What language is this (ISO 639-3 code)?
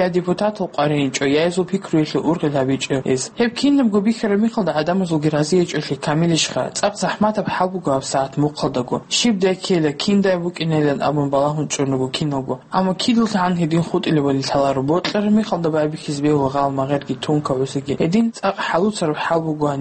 ava